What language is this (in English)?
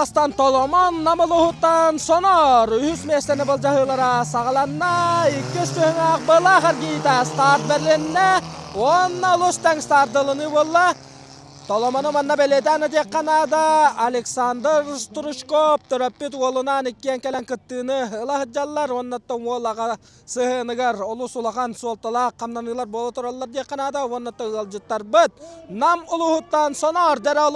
Yakut